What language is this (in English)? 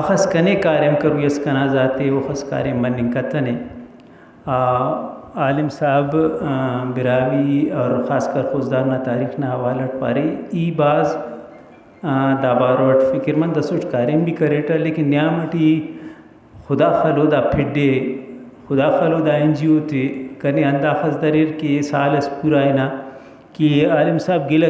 Brahui